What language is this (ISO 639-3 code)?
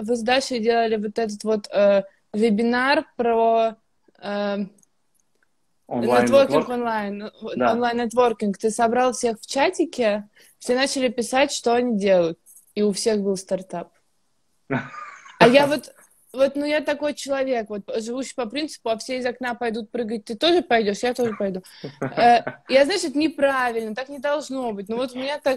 rus